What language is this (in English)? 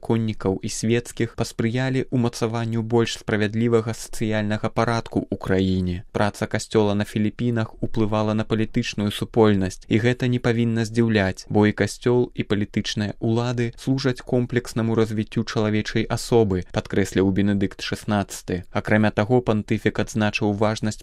Belarusian